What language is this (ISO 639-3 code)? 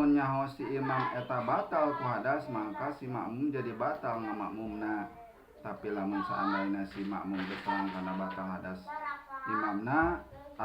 sun